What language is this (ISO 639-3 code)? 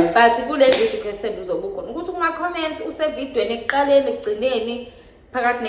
zul